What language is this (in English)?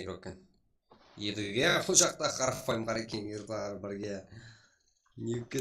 Kara-Kalpak